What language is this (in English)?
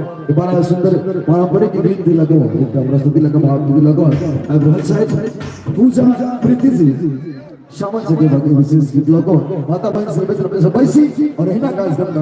Maithili